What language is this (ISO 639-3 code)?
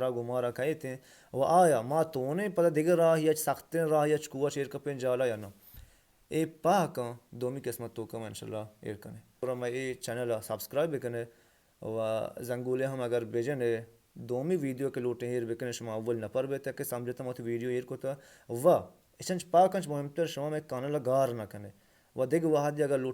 bal